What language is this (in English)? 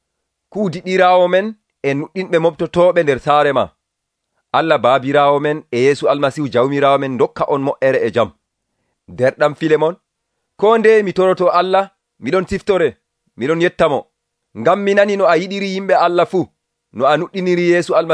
Nigerian Fulfulde